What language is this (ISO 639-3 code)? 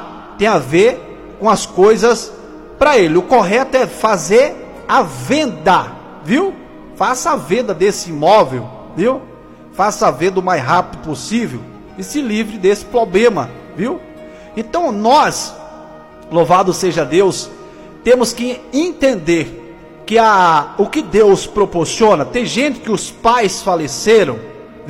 por